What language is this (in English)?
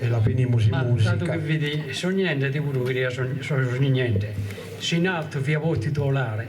Sardinian